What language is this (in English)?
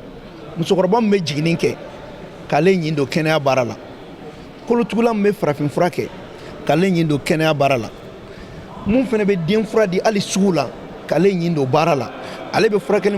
Bambara